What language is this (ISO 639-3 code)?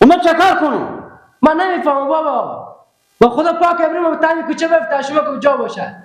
fas